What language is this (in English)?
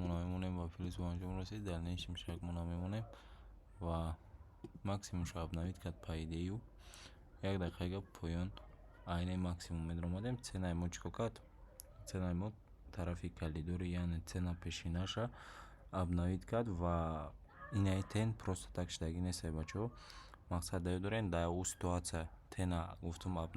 Tajik